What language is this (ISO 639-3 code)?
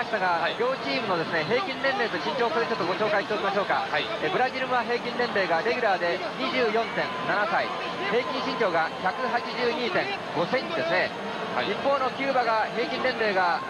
jpn